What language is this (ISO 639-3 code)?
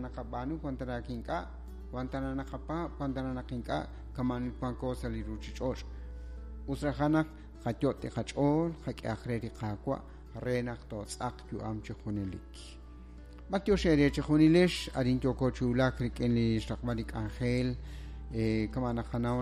kek